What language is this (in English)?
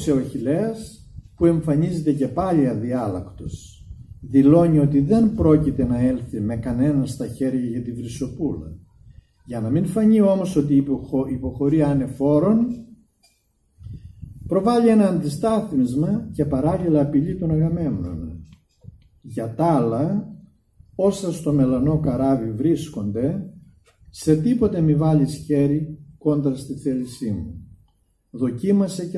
Greek